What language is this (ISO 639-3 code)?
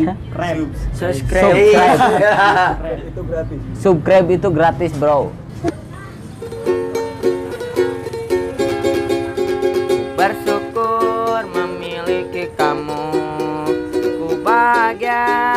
ind